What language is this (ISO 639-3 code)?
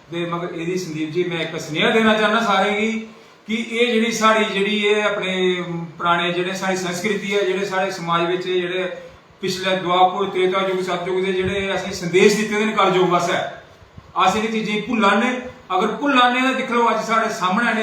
doi